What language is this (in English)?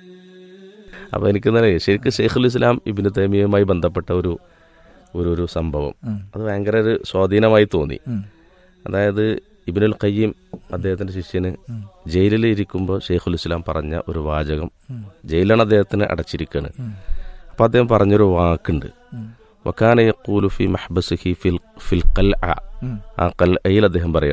Malayalam